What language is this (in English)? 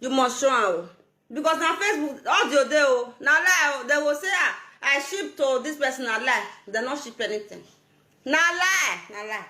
Nigerian Pidgin